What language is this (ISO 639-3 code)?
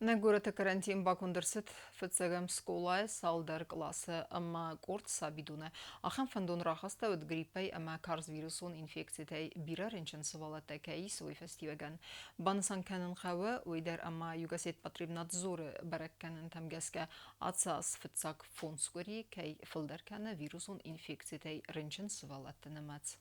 oss